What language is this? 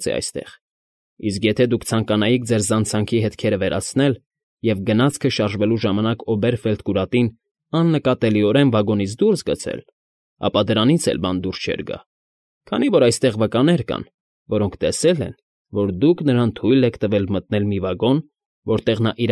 Armenian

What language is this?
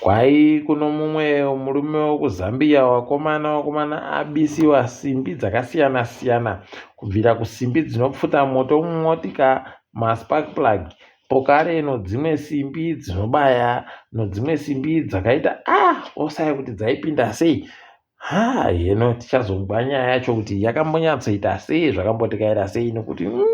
Ndau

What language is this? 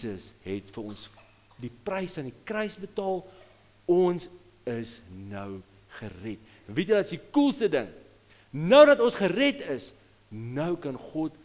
Afrikaans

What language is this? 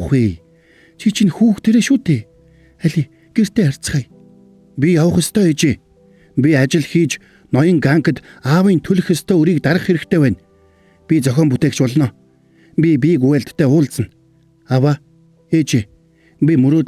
Mongolian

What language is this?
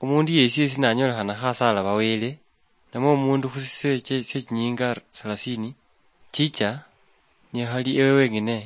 Luyia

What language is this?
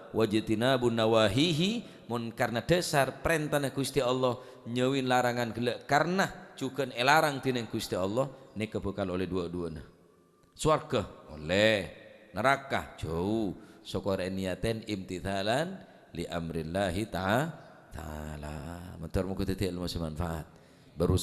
Madurese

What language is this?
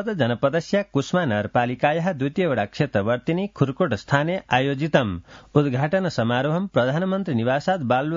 Sanskrit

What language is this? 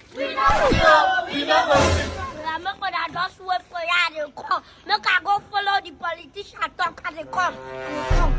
Nigerian Pidgin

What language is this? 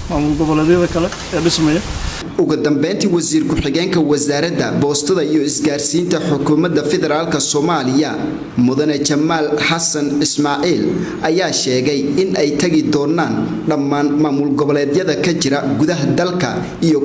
Somali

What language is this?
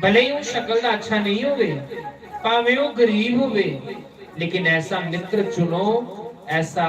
Dogri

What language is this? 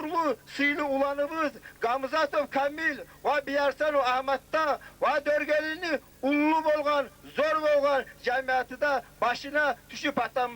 Kumyk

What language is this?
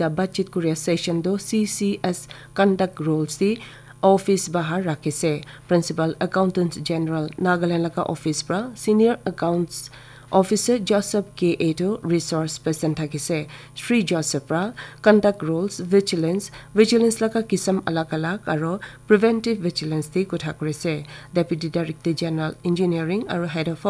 Naga Pidgin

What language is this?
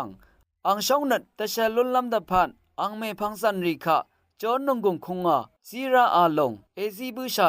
Rawang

